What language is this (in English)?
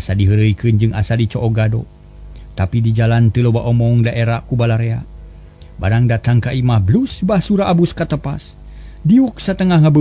Sundanese